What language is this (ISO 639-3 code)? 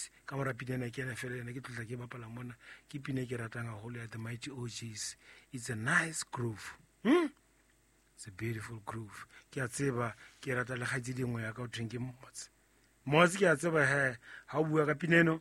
sot